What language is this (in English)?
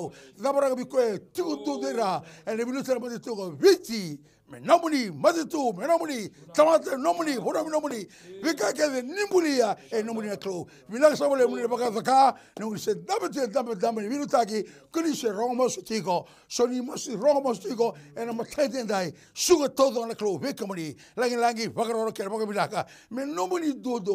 Fijian